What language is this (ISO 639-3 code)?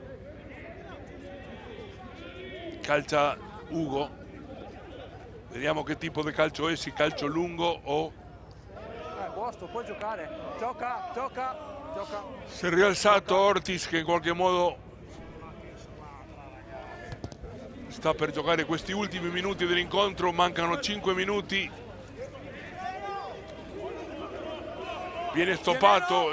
ita